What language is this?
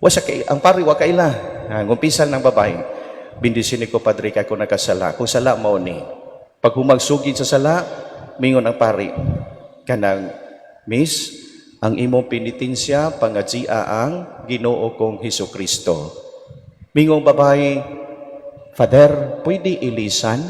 Cebuano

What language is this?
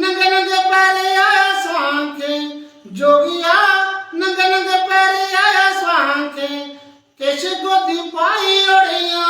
Dogri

